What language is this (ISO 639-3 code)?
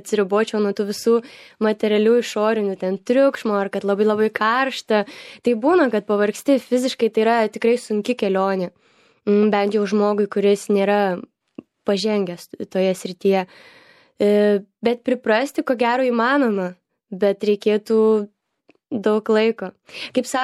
lit